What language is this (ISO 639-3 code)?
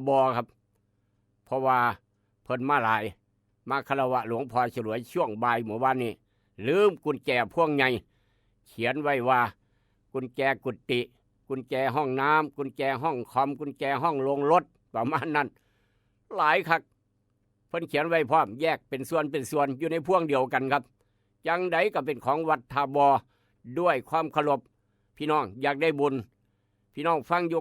tts